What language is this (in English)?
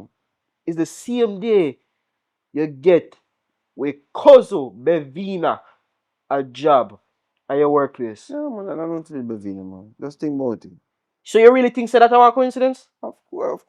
Jamaican Creole English